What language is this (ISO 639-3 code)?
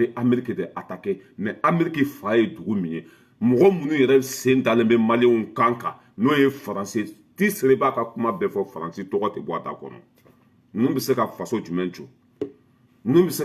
bam